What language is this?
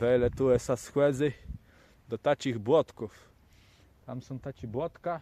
Kashubian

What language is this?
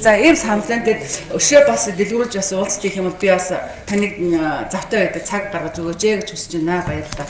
Mongolian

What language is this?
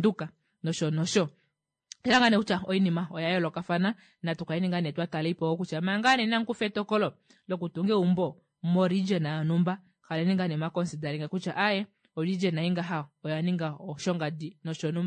Kuanyama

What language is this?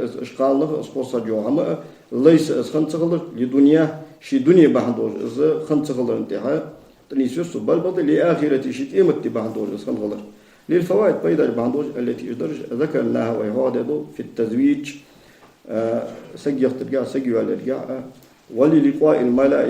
Ingush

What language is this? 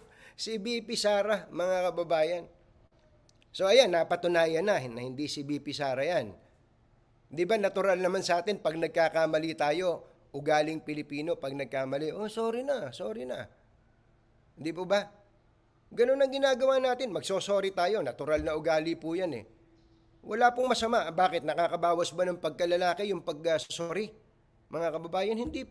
Filipino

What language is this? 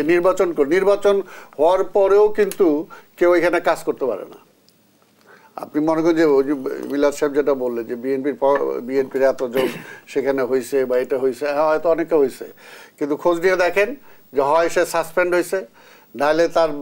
Bangla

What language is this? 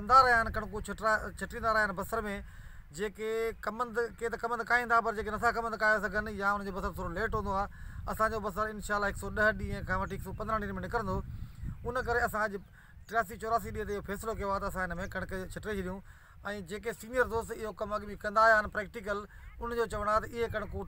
Sindhi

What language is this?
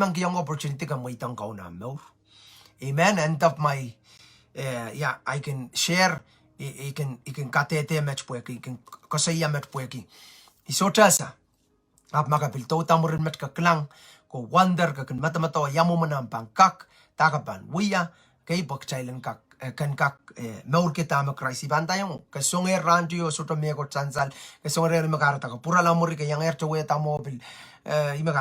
Pohnpeian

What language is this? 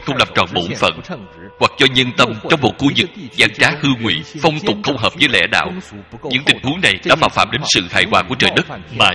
Vietnamese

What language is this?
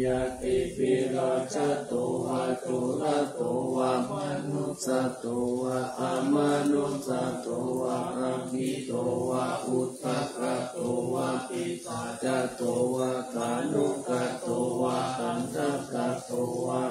Pali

